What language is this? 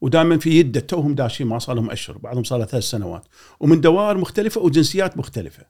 Gulf Arabic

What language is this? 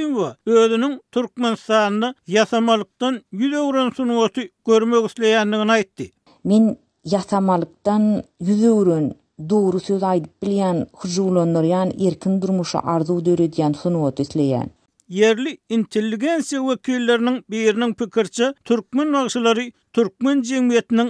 Turkmen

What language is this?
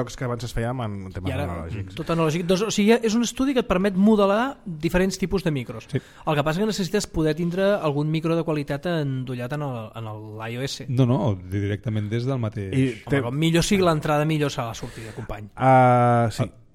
Catalan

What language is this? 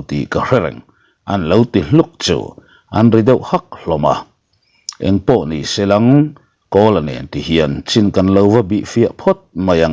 Mizo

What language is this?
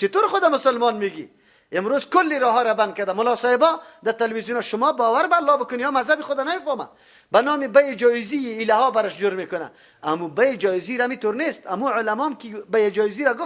Persian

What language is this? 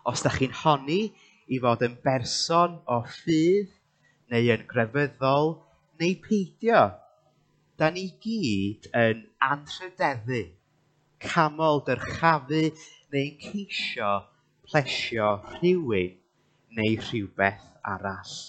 Welsh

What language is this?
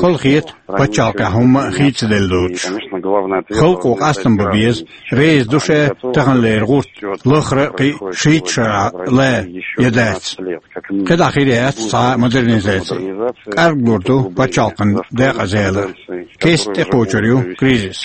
Chechen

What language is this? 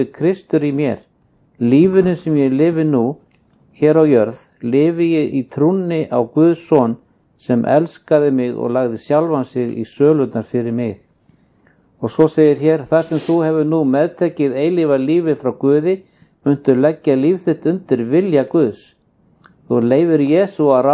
Icelandic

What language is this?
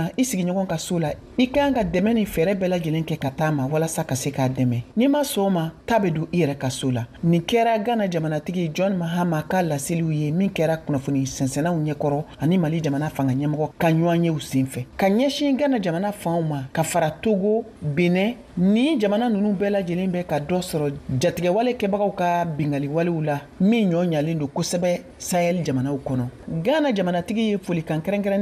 Bambara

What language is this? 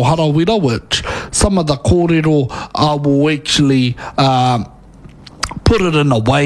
Māori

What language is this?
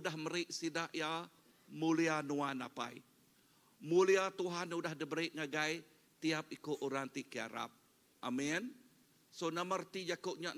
Iban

